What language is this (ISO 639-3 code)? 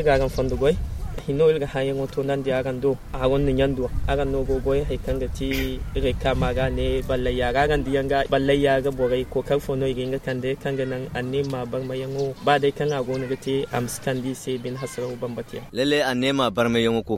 dje